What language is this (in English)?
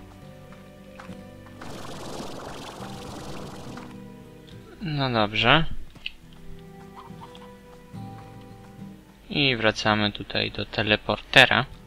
Polish